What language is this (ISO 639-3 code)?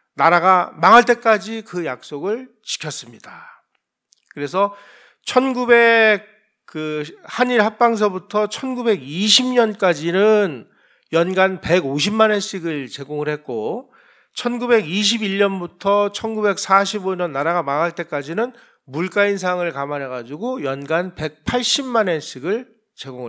kor